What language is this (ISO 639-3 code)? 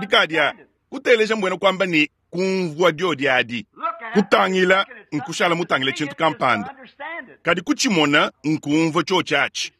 lua